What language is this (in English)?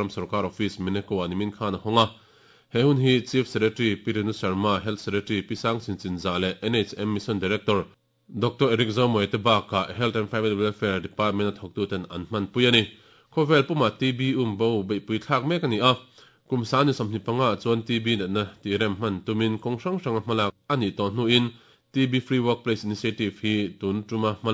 Mizo